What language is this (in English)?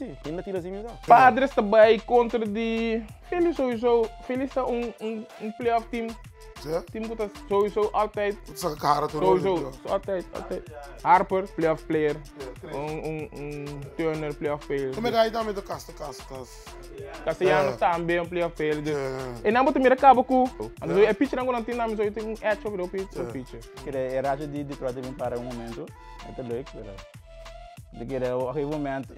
Papiamento